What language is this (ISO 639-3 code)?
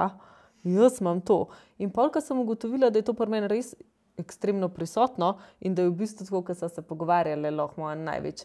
slv